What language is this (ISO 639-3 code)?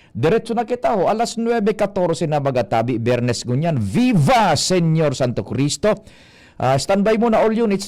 bik